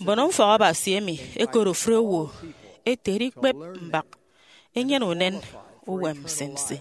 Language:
Efik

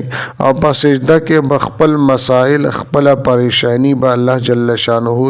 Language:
Pashto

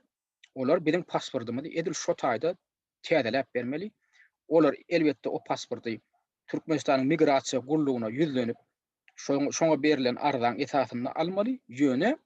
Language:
Turkmen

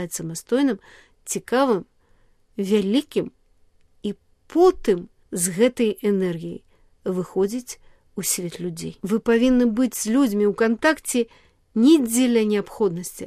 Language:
Belarusian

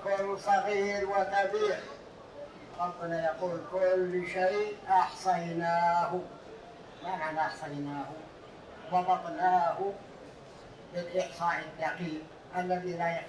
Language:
Arabic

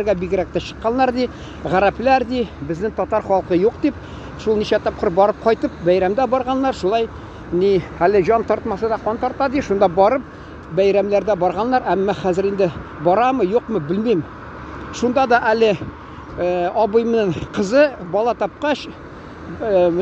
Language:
Tatar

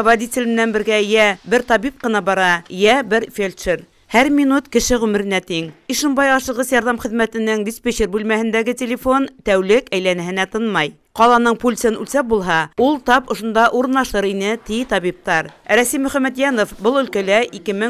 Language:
Bashkir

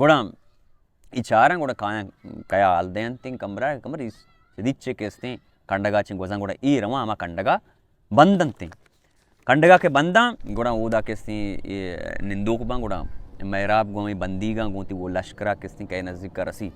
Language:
Baluchi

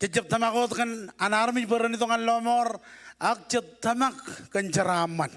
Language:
Marshallese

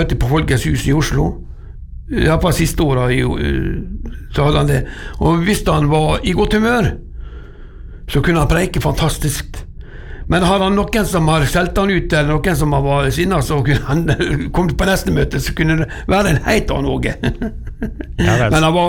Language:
Norwegian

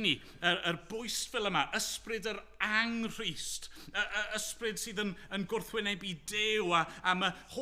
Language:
Welsh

